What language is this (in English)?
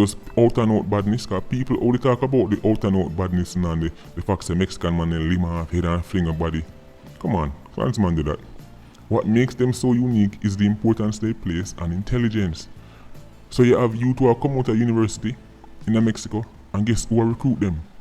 Jamaican Creole English